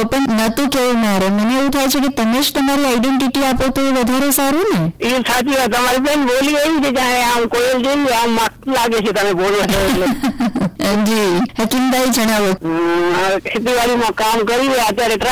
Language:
Gujarati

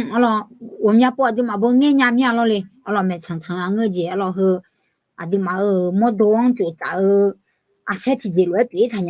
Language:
Akha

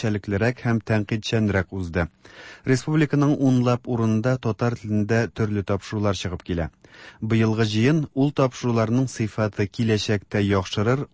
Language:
Tatar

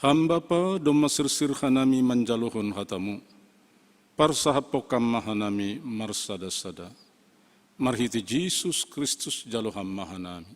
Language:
Batak Simalungun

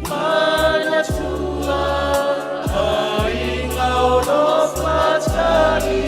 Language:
Samoan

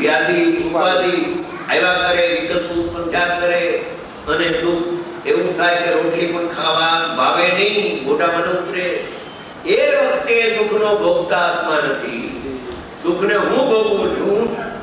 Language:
Gujarati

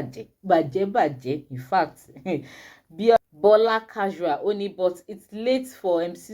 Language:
Yoruba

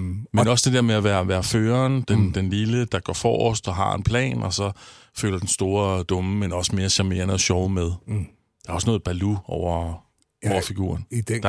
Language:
Danish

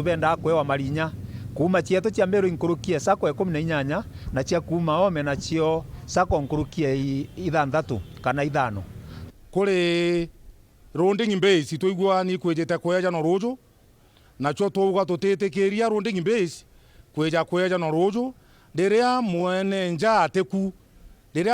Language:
Meru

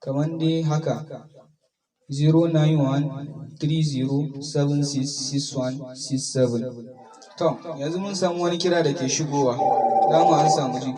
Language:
Hausa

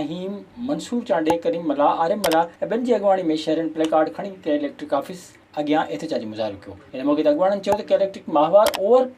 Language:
Sindhi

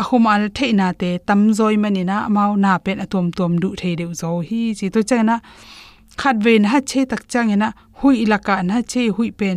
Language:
Tedim Chin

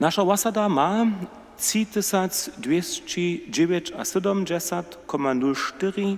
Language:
Upper Sorbian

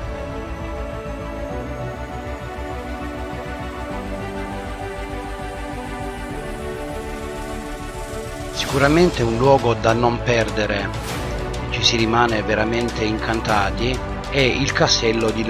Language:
Italian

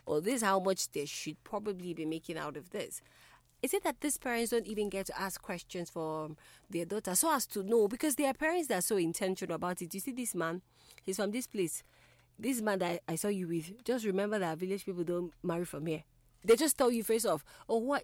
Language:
English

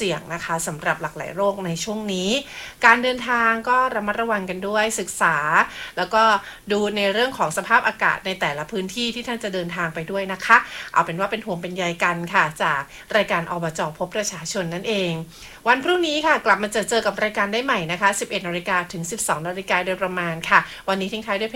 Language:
Thai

